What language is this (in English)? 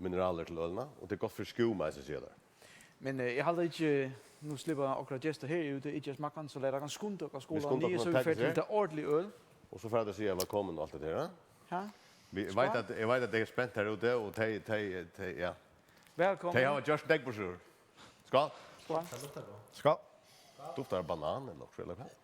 Faroese